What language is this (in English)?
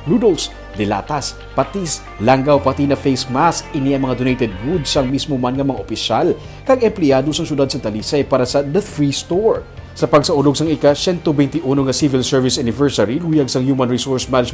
Hiligaynon